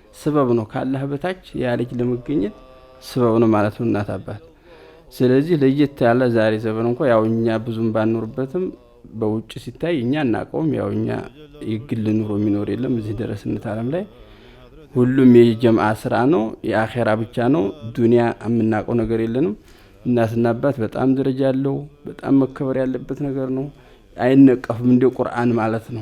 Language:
Amharic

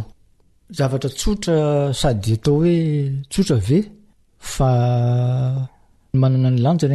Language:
Malagasy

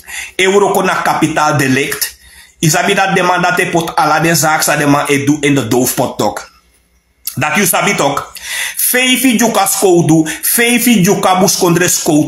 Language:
Sranan Tongo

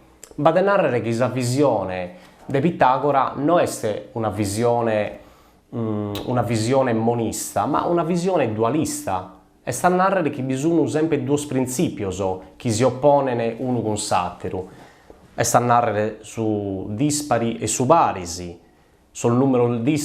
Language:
Sardinian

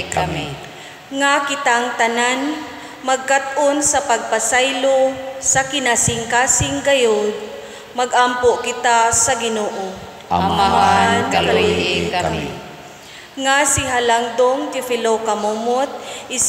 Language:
Cebuano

